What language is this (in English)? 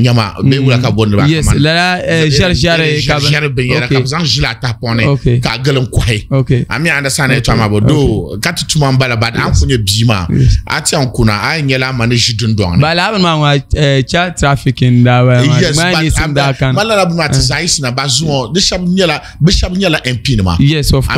Dagbani